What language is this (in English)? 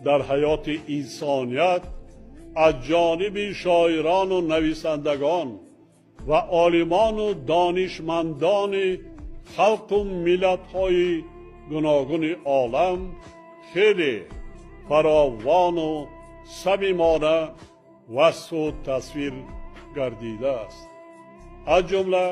Tajik